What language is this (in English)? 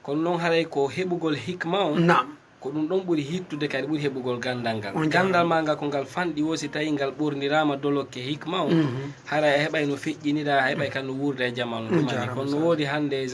Fula